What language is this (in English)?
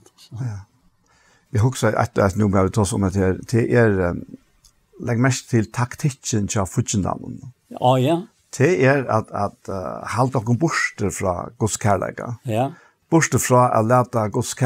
Faroese